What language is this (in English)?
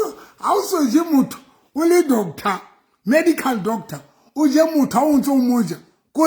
Southern Sotho